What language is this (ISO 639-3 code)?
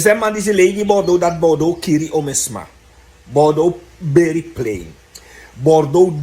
srn